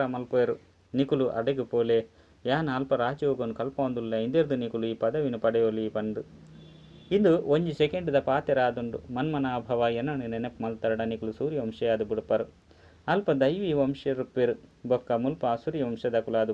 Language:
Tulu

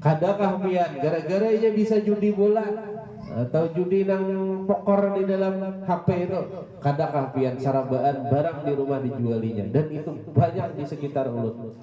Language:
Banjar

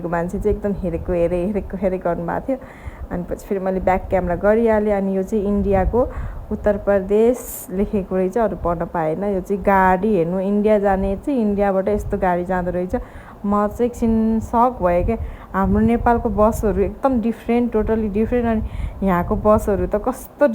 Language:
Nepali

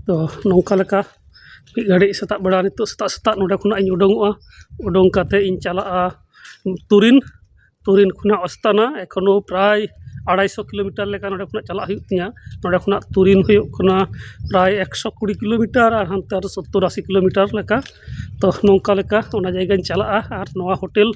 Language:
Santali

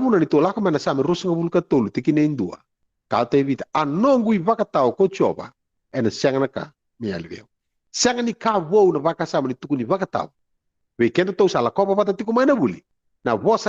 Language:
Fijian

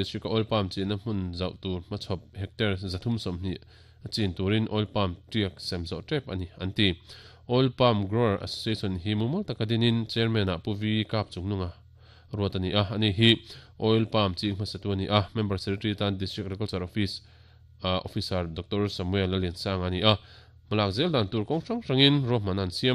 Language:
Mizo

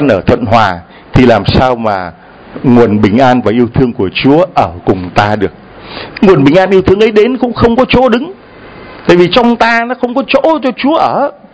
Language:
Vietnamese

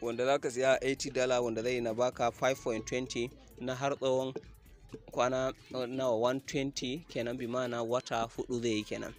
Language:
Hausa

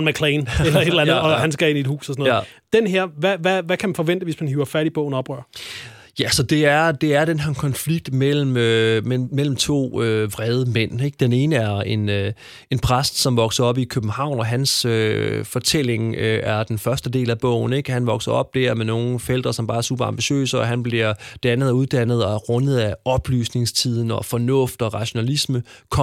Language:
Danish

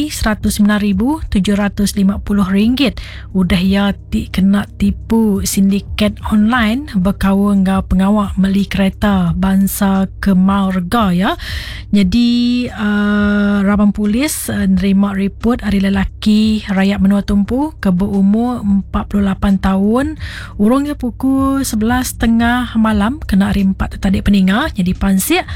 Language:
Iban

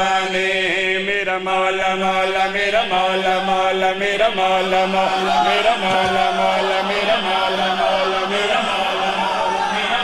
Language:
Urdu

